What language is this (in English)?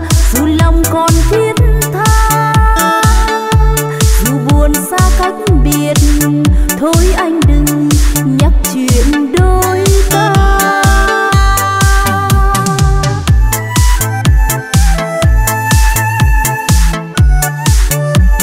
Vietnamese